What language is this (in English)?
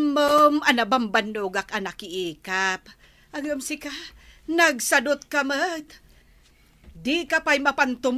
Iloko